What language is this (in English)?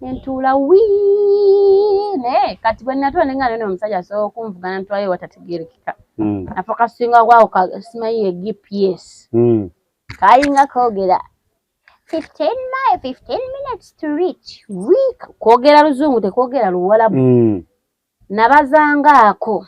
Ganda